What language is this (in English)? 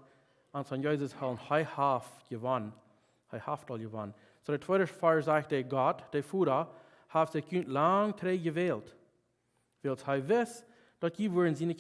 Plautdietsch